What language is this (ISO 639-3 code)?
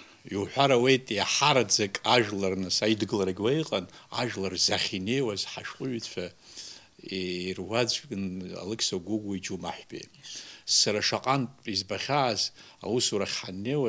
abk